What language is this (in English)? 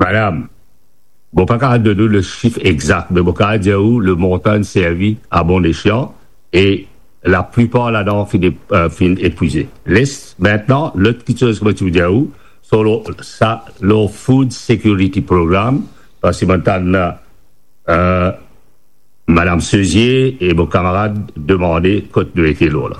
Morisyen